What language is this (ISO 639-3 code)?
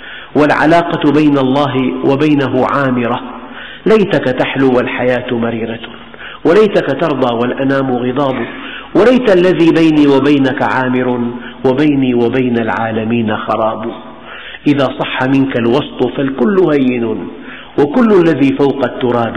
ara